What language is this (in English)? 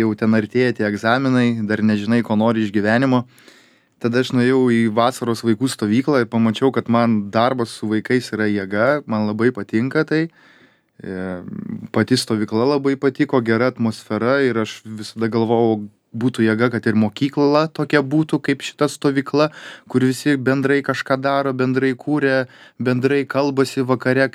Lithuanian